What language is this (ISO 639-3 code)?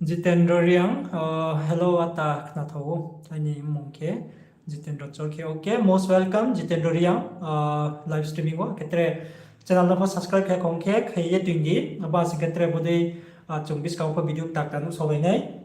ria